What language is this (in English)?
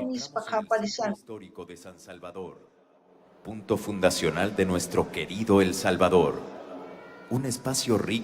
South Bolivian Quechua